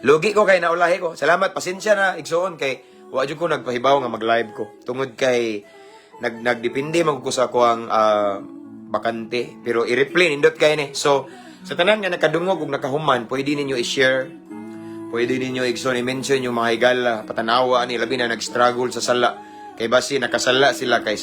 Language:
Cebuano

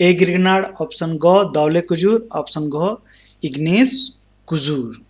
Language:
Kurukh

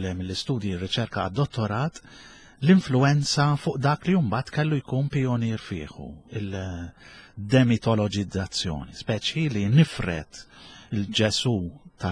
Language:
Maltese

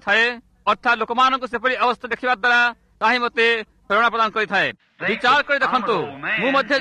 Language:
Odia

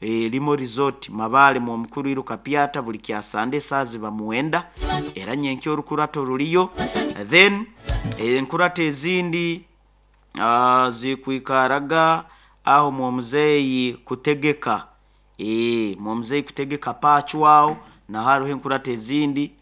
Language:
Nyoro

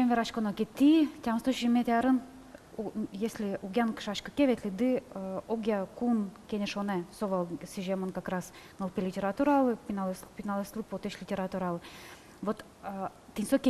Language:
Udmurt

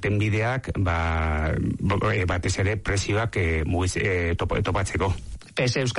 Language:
Basque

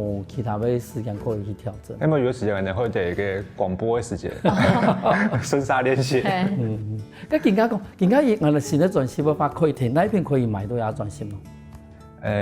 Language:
Hakka Chinese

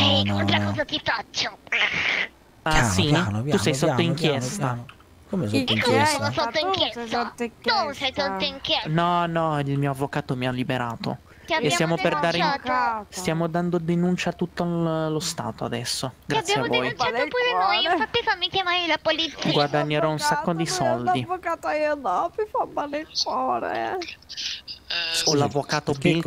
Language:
Italian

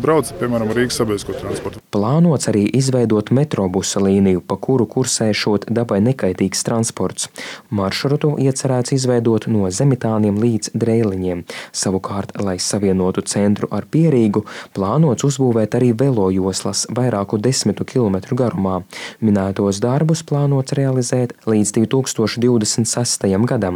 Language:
Latvian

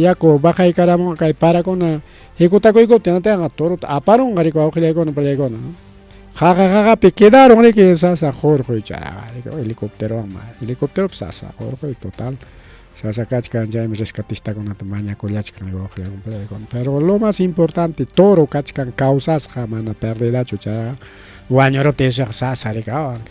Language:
Ayacucho Quechua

